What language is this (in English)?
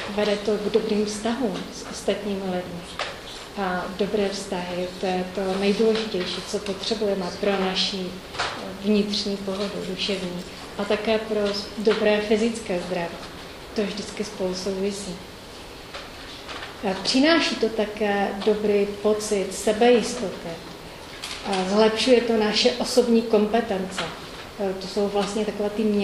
Czech